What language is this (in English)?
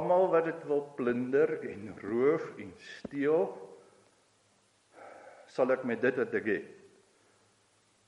Afrikaans